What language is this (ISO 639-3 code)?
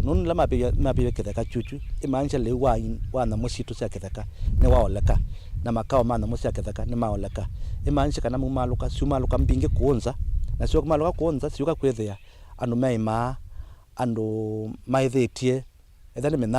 kam